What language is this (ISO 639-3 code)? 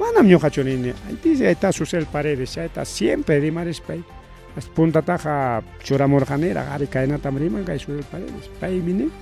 quy